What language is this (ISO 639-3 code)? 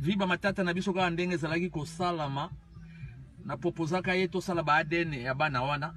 lin